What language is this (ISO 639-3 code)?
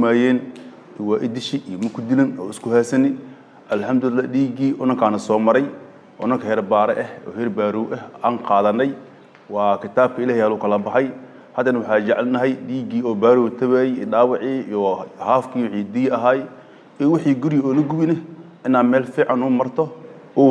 som